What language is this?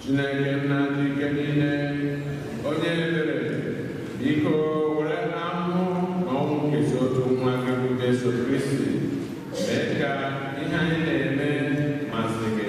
Igbo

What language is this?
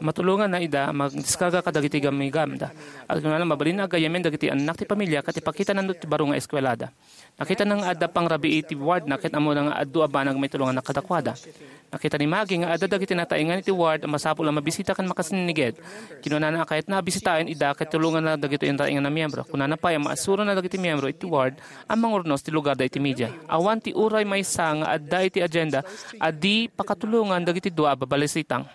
Iloko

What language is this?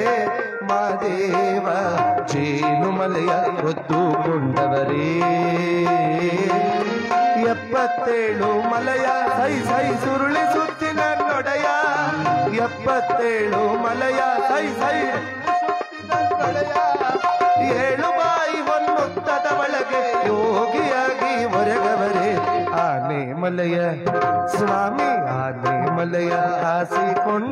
Kannada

